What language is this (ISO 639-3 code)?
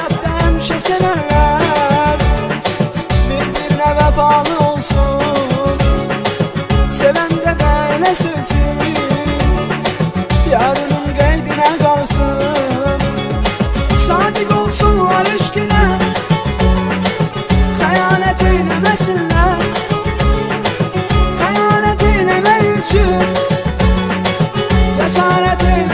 aze